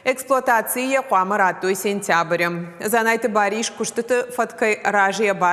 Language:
Ossetic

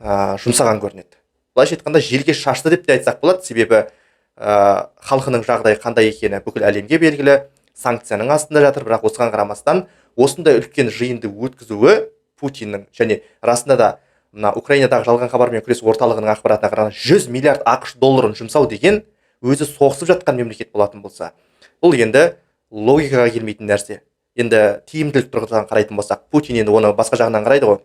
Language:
Kazakh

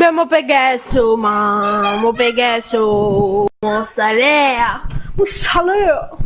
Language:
Morisyen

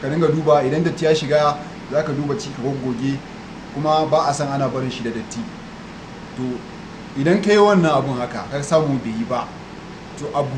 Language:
Hausa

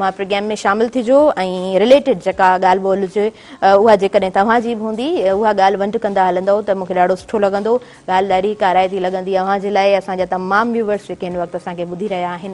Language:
Sindhi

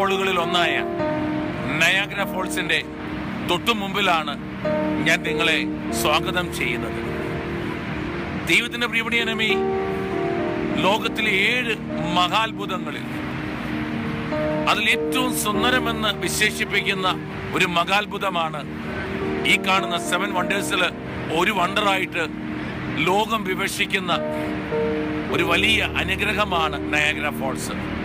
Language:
Malayalam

